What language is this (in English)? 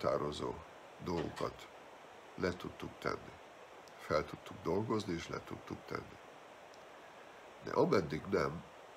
Hungarian